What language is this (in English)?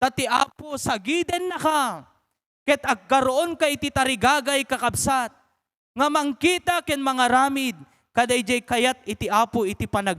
Iloko